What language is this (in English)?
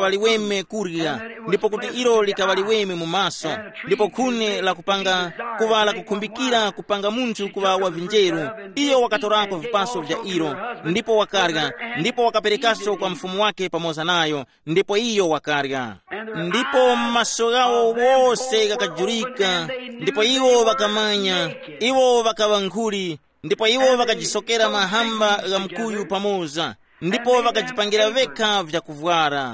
Tumbuka